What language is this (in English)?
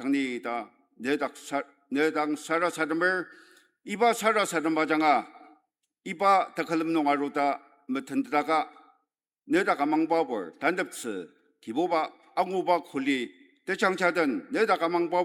Ao Naga